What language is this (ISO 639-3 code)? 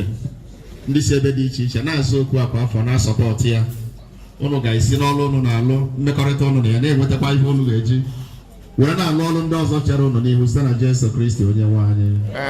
ibo